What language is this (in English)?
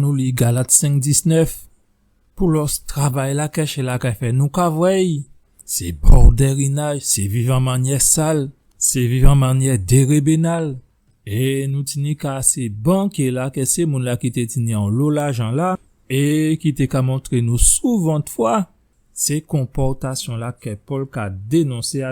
Guadeloupean Creole French